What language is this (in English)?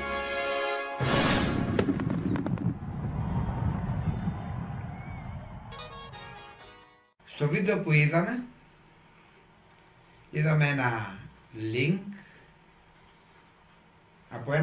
Greek